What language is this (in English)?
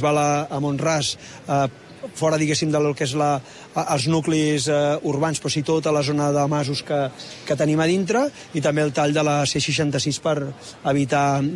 Catalan